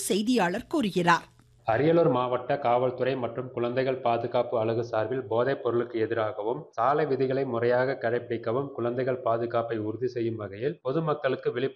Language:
Tamil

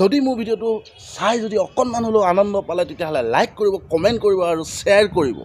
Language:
Assamese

